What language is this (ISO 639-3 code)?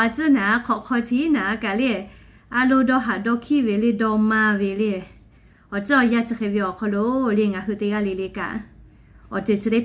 lhu